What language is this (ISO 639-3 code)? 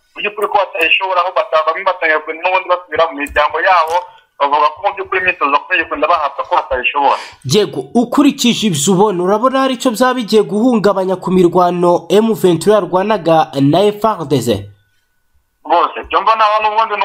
kin